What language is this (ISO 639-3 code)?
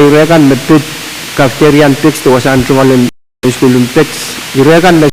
pon